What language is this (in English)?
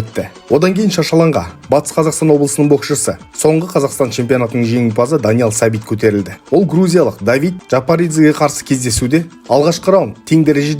Kazakh